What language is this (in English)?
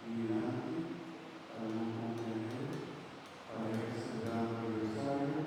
Papiamento